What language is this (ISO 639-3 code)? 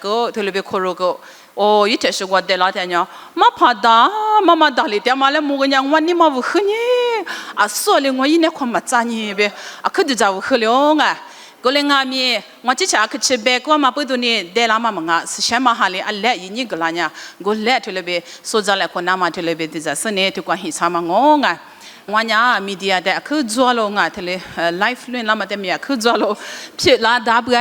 lis